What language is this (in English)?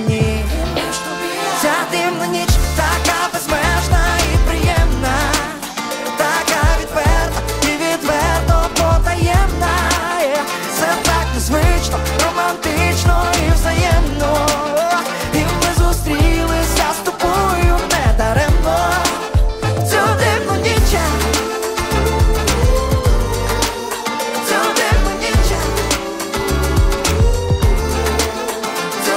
Ukrainian